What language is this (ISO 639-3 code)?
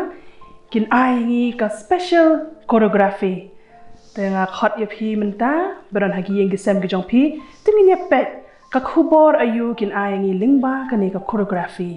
kha